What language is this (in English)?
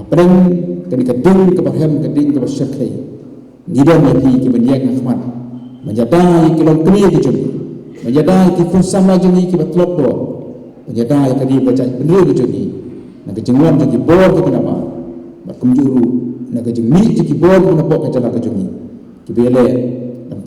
Khasi